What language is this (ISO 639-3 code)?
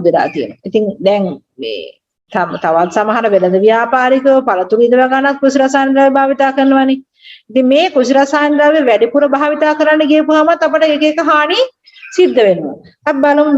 sin